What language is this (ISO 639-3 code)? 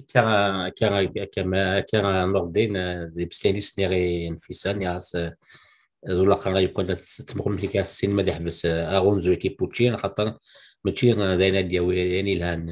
kab